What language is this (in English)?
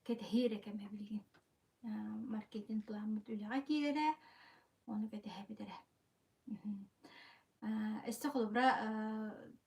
Yakut